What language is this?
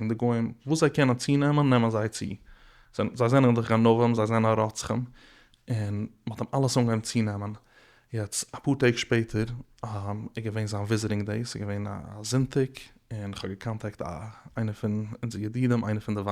Yiddish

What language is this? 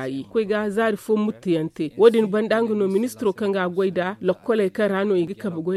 Zarma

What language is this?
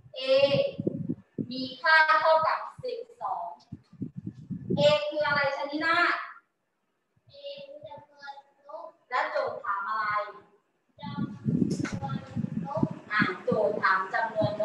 Thai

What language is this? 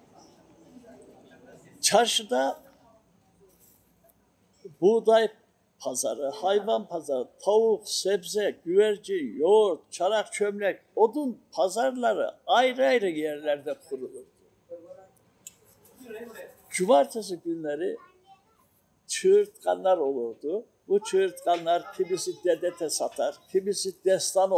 Turkish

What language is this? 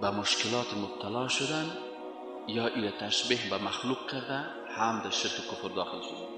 Persian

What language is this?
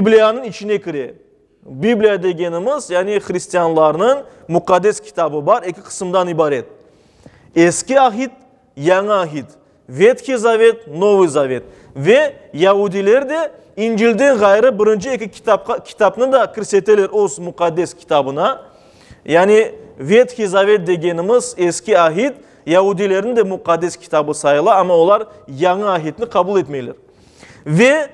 Crimean Tatar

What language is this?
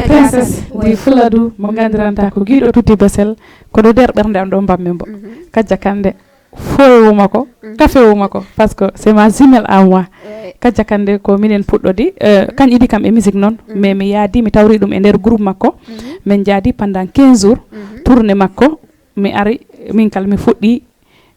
Fula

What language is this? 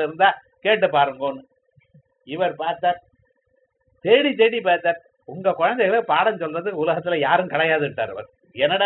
Tamil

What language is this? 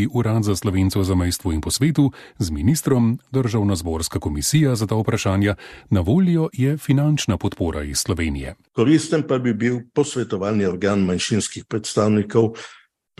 Slovenian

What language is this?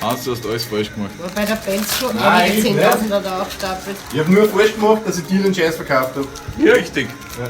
Bavarian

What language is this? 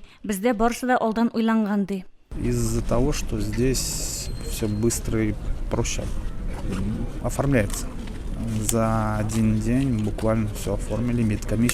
Tatar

